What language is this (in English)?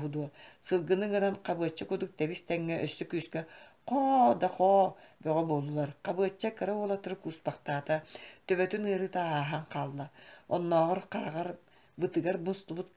Yakut